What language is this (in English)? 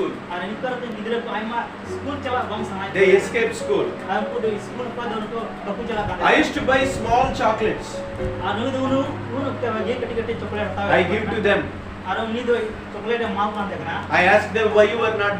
Santali